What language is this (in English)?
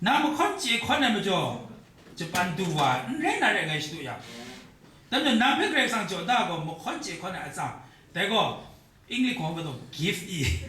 Kachin